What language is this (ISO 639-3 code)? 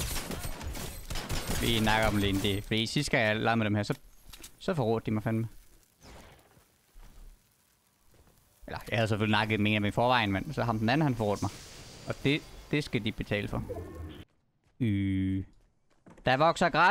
dan